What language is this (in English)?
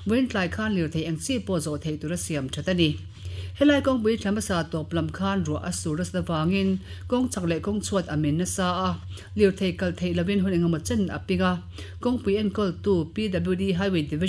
Mizo